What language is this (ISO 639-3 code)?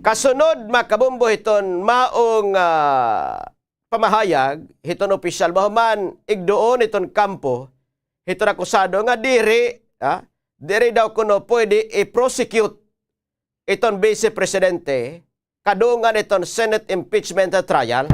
war